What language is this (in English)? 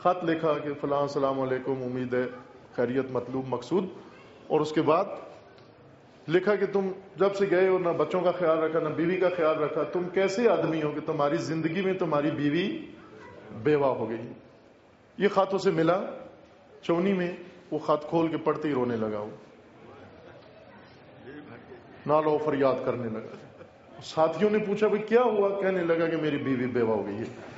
Urdu